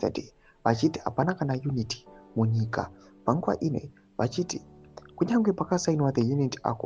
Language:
Shona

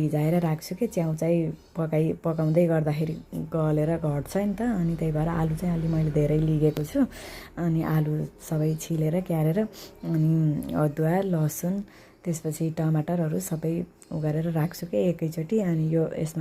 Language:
Nepali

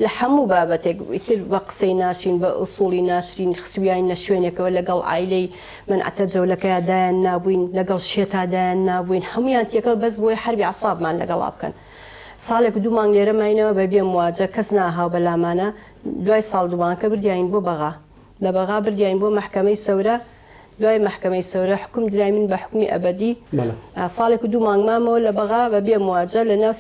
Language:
Central Kurdish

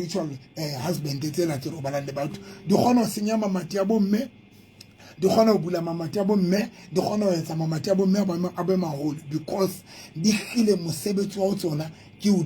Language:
Southern Sotho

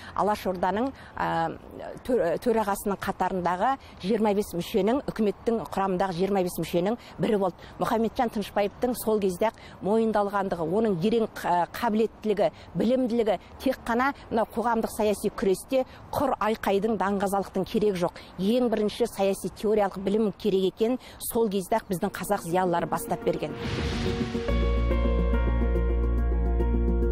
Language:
Kazakh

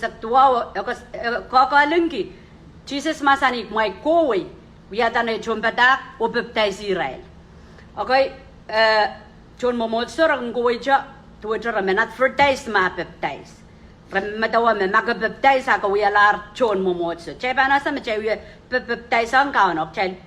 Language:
Pohnpeian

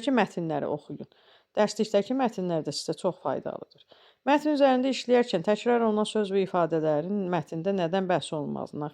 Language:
Azerbaijani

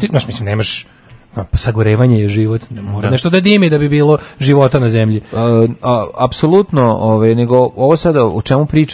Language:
Serbian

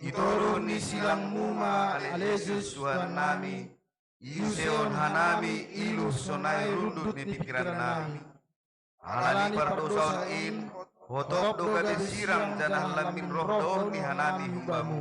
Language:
Batak Simalungun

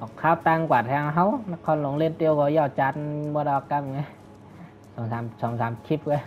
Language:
Shan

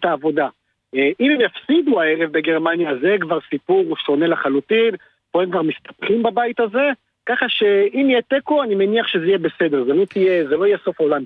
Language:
Hebrew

